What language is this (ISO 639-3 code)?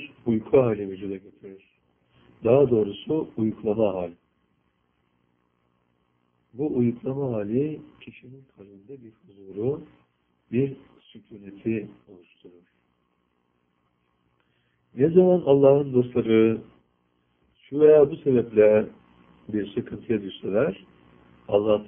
tur